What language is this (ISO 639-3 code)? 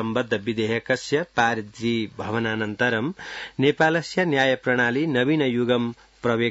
san